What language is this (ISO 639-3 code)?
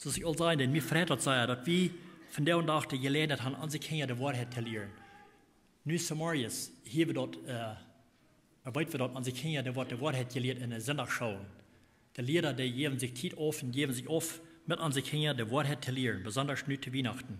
pdt